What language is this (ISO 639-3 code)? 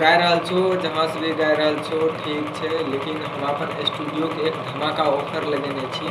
mai